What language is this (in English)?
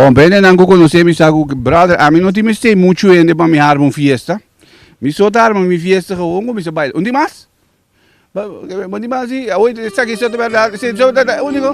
Papiamento